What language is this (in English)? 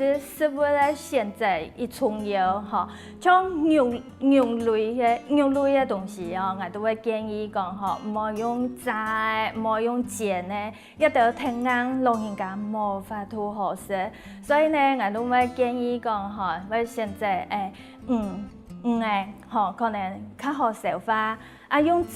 Hakka Chinese